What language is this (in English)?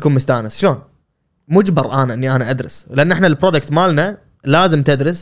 Gulf Arabic